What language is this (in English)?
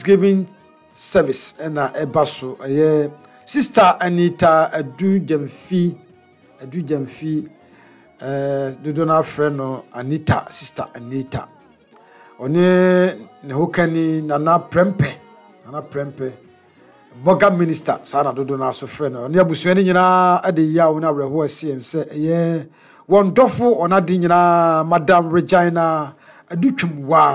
Akan